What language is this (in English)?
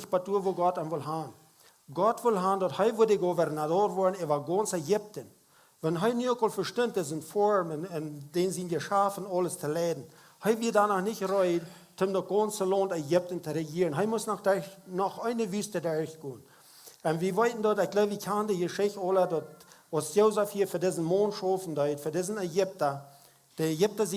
Plautdietsch